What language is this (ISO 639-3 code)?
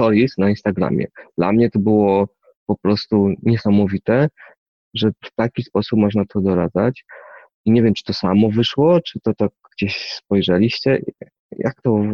pol